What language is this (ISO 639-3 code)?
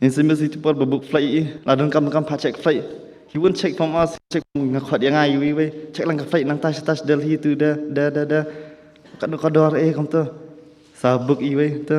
kha